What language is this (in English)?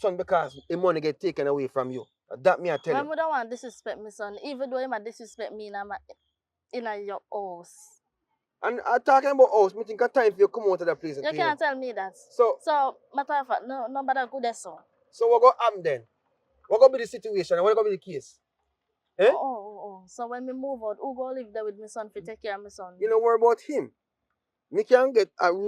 Jamaican Creole English